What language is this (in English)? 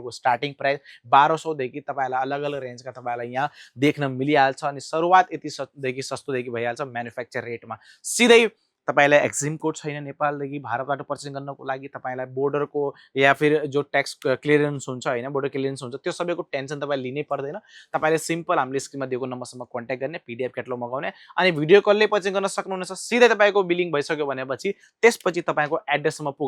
Nepali